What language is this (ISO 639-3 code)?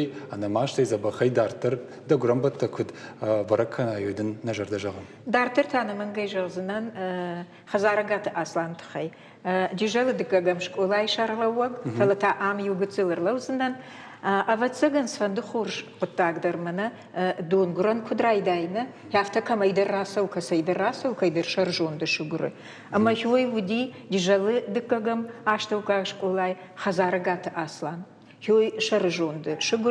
oss